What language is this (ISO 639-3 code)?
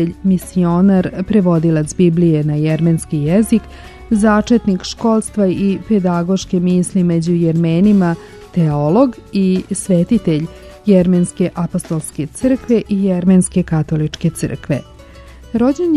srp